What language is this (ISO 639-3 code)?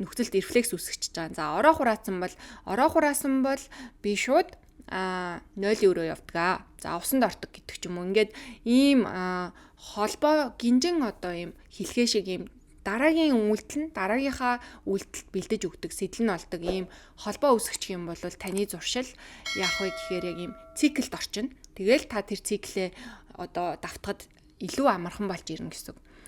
mon